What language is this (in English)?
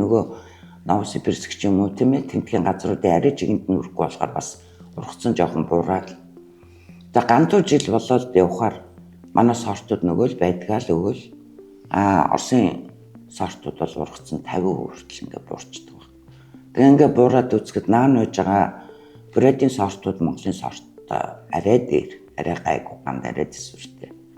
Mongolian